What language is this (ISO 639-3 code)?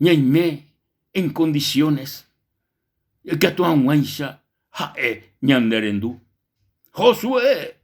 grn